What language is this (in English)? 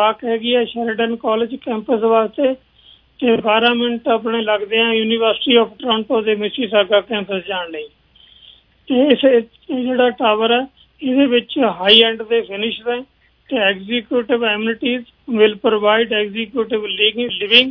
Punjabi